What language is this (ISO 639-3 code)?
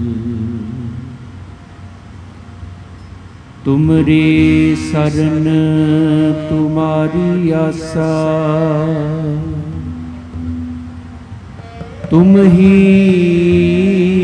pan